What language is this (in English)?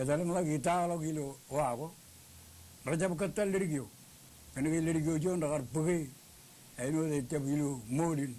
Marshallese